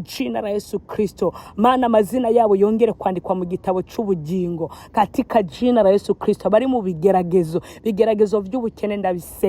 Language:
Rundi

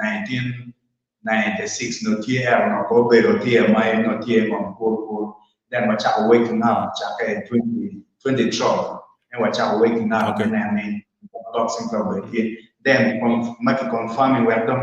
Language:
Acoli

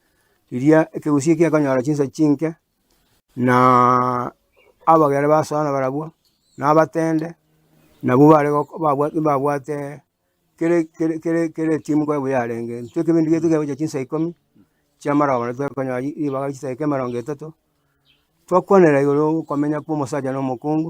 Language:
Gusii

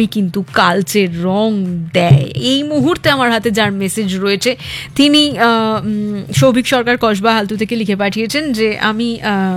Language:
Bangla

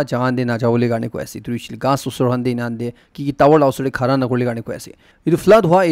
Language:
Naga Pidgin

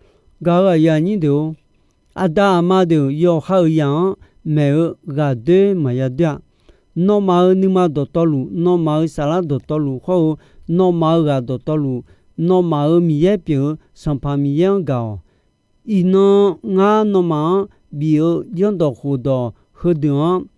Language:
Akha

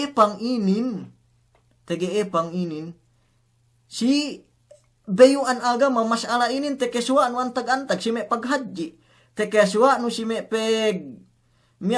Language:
Yakan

